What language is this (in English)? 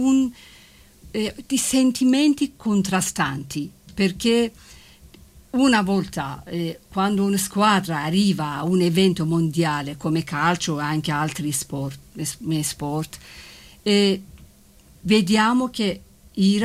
Italian